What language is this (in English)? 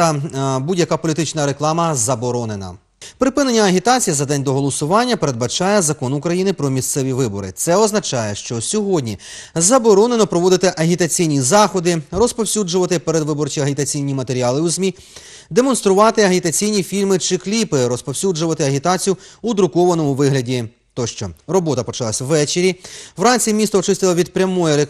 Ukrainian